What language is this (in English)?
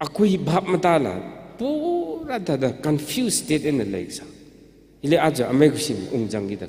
Tangkhul Naga (India)